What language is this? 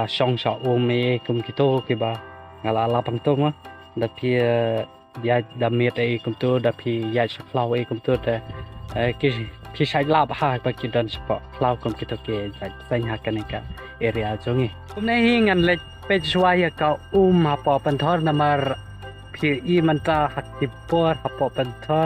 Khasi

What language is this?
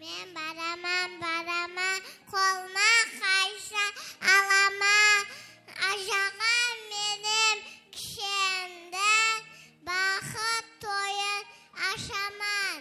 Kara-Kalpak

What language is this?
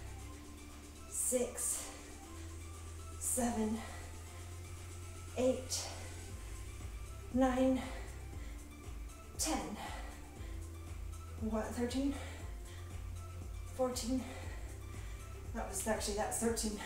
English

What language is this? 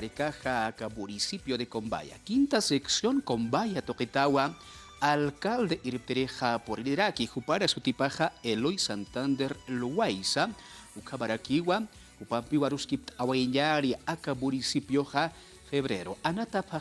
Aymara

